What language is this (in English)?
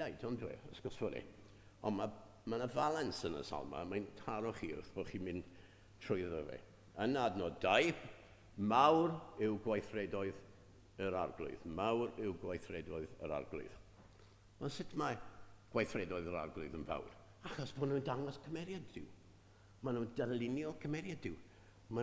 Welsh